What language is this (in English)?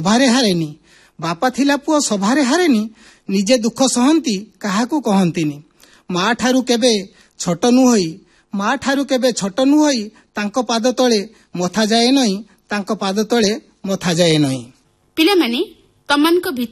Odia